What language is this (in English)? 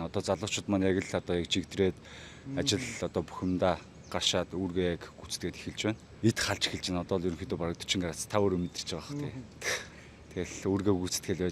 Mongolian